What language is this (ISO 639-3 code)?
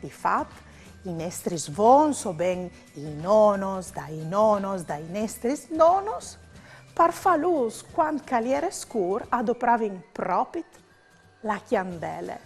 fur